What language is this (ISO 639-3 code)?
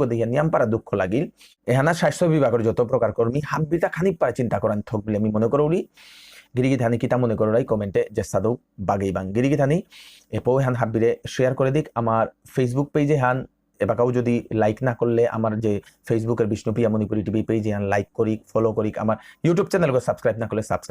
bpy